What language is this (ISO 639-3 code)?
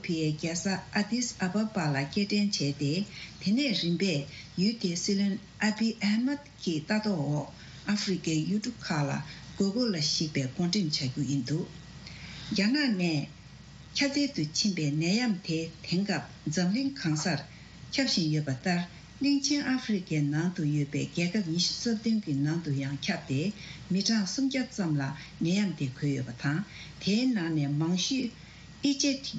bod